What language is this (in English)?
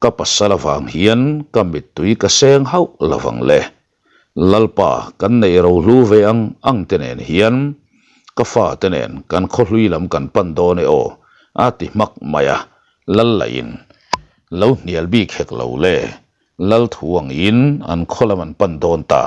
Mizo